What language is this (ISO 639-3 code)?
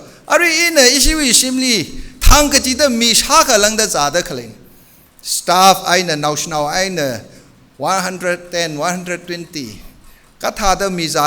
nmf